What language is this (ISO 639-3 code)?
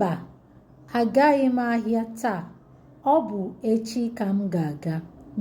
ibo